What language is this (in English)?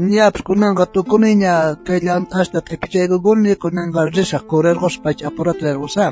South Bolivian Quechua